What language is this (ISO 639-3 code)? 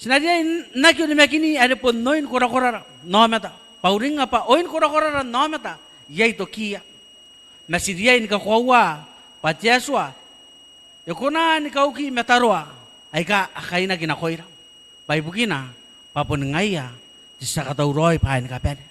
gil